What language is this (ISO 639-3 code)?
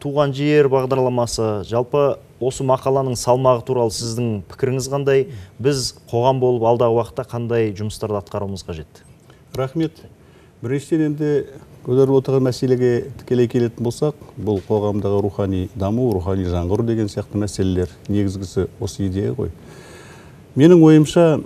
kaz